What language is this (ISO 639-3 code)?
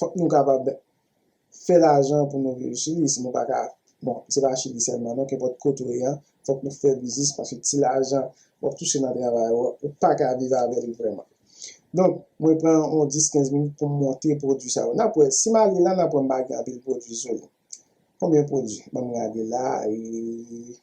hat